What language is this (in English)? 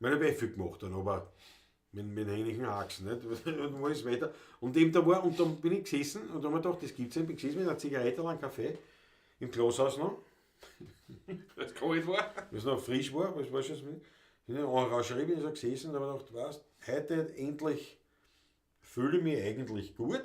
Bavarian